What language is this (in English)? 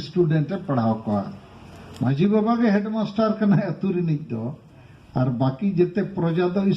Santali